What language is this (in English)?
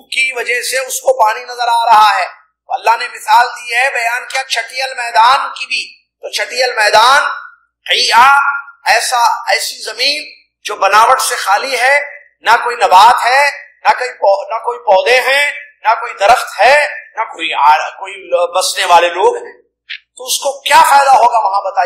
Urdu